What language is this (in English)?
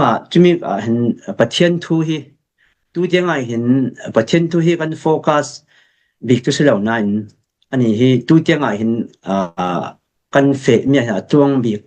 Falam Chin